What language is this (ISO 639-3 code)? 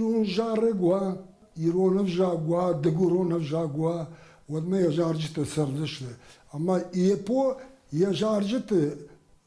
oss